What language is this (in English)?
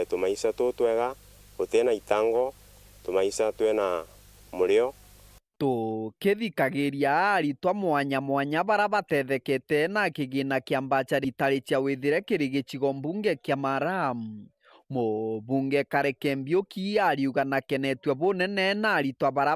Meru